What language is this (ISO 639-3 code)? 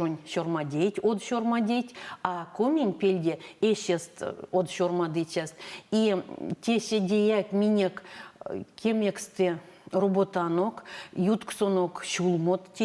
myv